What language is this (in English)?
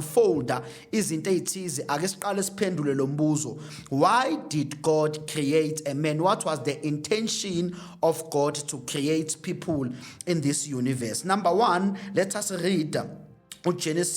Zulu